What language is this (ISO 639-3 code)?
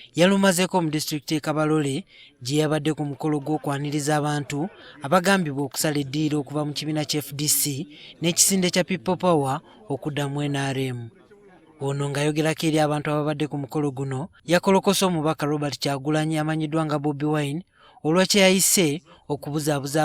lug